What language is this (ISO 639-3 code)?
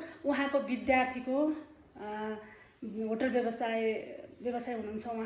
nep